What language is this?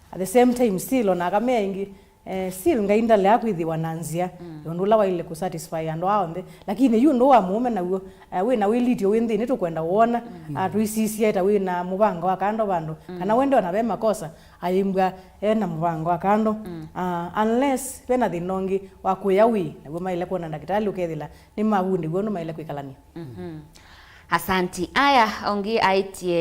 Kamba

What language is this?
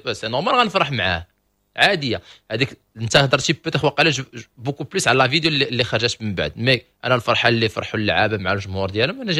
Moroccan Arabic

